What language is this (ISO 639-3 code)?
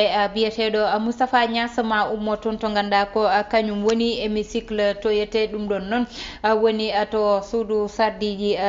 ful